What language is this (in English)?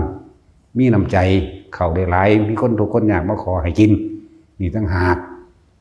Northeastern Thai